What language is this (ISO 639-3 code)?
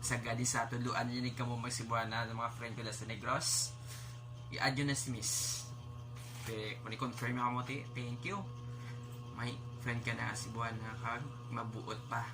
hil